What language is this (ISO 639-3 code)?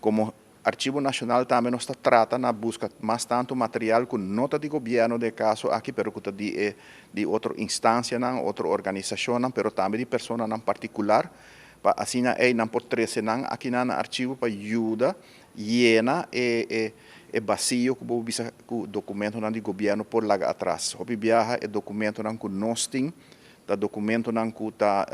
pap